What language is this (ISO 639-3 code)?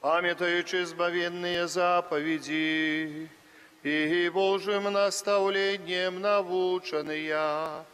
bel